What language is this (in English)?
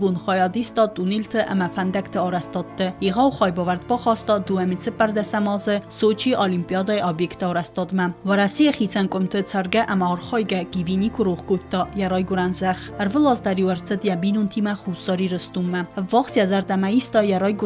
Ossetic